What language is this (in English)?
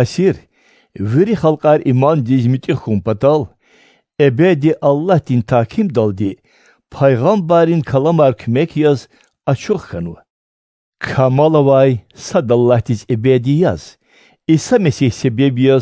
Lezghian